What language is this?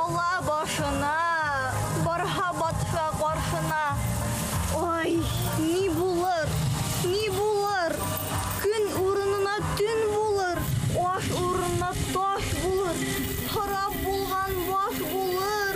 Bashkir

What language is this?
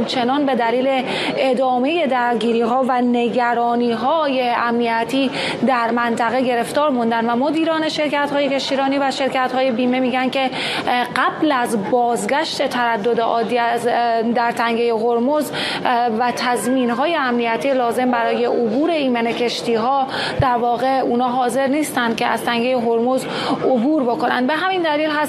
Persian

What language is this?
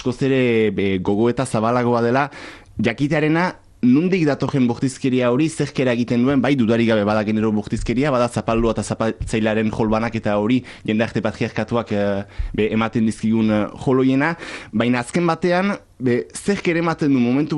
Basque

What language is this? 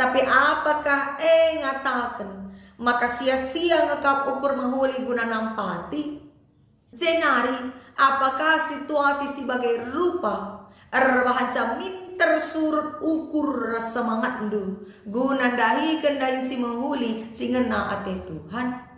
Batak Karo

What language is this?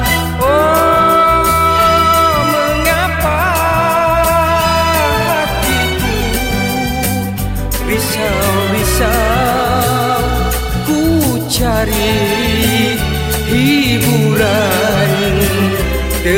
Malay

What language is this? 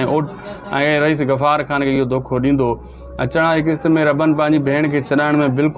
Sindhi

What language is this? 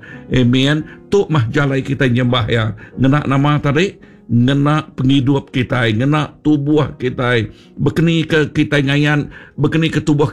Iban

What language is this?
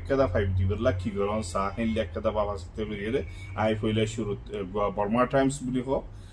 Rohingya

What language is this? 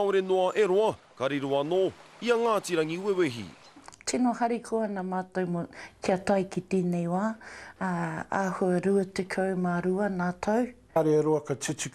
Māori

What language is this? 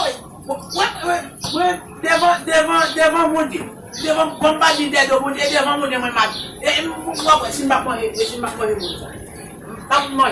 Haitian Creole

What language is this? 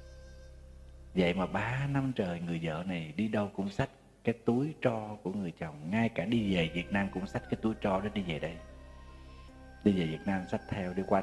Vietnamese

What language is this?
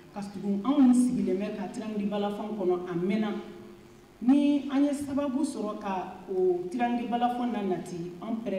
Bambara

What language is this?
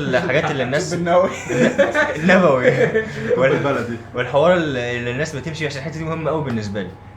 Egyptian Arabic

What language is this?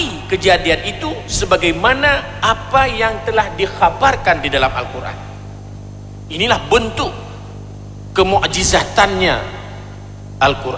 Malay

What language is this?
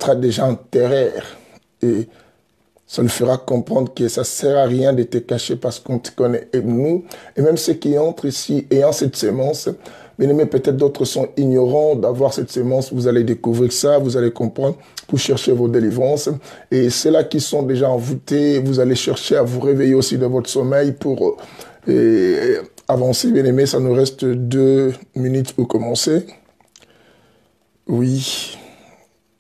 French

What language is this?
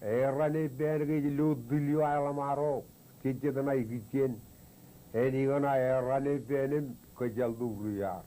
Marshallese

